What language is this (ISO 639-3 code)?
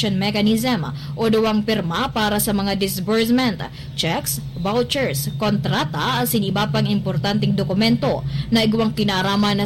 bik